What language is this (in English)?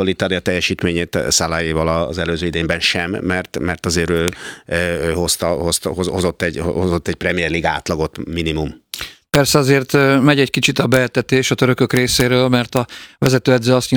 Hungarian